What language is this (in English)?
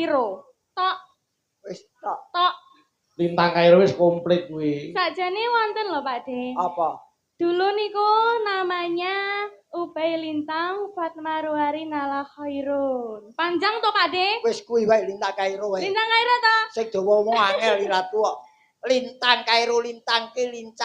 Javanese